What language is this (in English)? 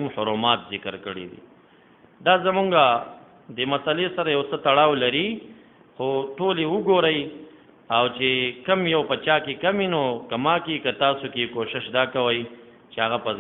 Pashto